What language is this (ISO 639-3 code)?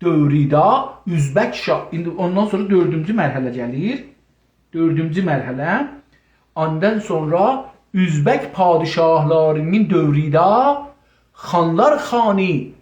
azb